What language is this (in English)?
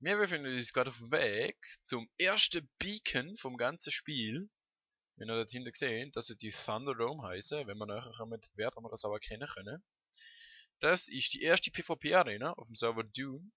Swiss German